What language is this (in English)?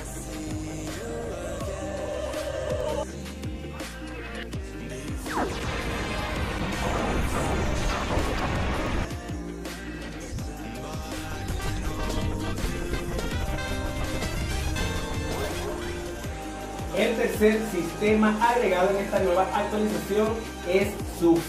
Spanish